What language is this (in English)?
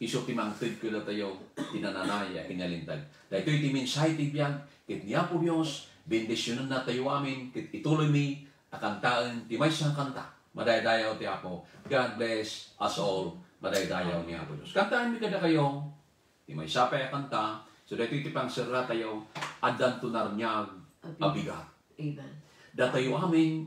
Iloko